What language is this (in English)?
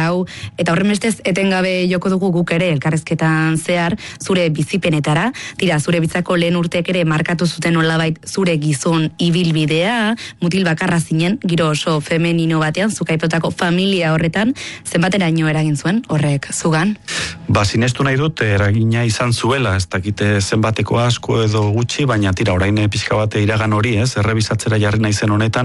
Basque